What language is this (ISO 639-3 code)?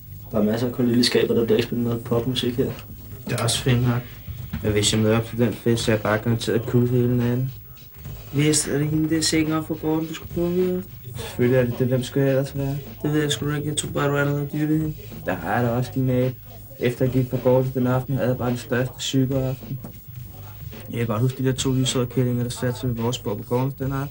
dan